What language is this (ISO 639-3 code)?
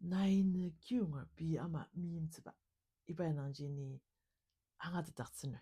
njo